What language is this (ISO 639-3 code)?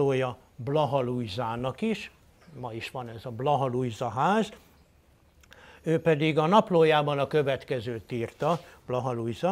hun